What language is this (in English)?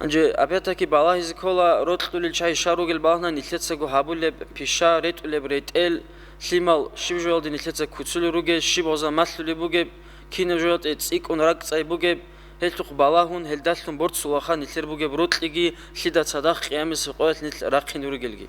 Avaric